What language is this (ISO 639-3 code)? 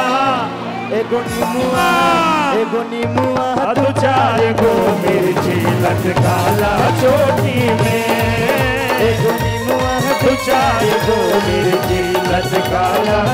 bho